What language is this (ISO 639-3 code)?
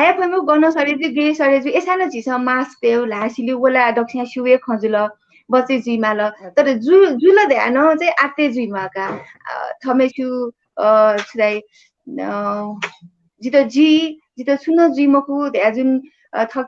new